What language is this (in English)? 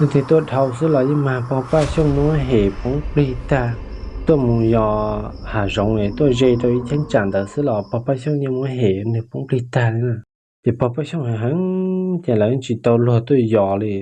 Hmong